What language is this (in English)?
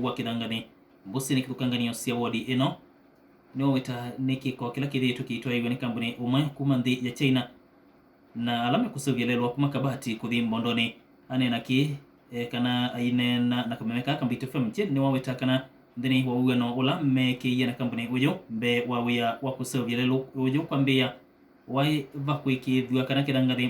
Kamba